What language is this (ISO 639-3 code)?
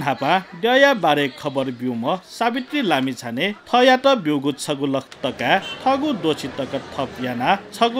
new